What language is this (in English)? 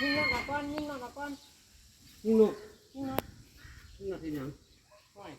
Northeastern Thai